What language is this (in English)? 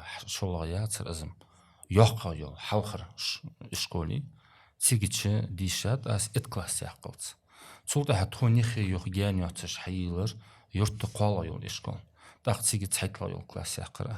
Ingush